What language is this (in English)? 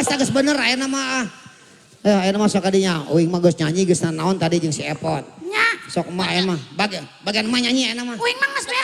Sundanese